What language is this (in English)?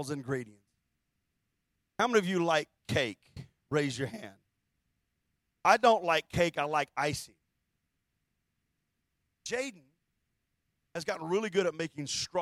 English